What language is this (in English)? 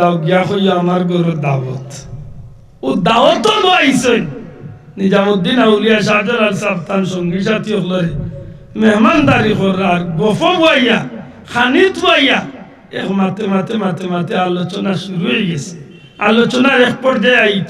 Sylheti